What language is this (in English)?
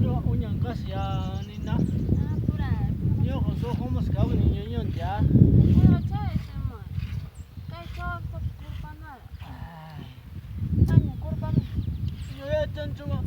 Ayacucho Quechua